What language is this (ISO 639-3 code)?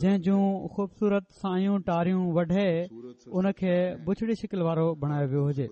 snd